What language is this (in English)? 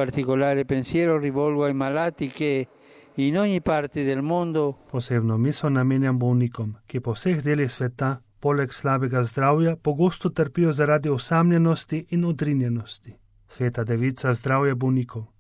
Slovenian